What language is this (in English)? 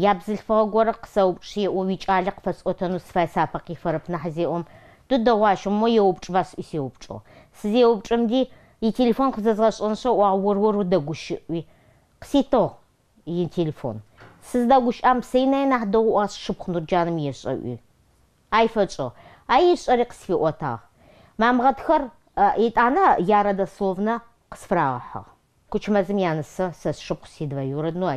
Adyghe